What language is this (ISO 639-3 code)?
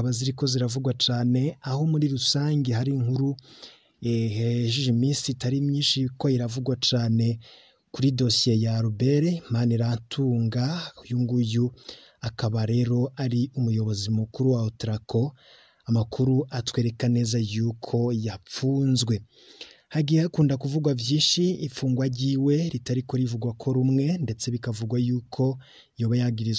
run